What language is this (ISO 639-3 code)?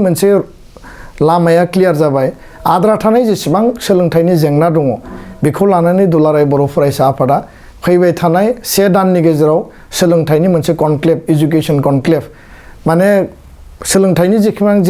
brx